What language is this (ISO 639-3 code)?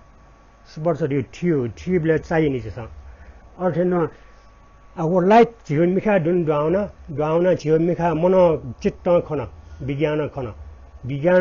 new